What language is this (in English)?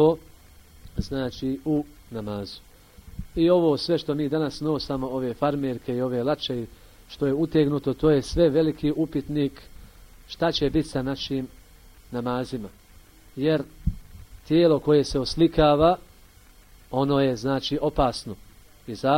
Bosnian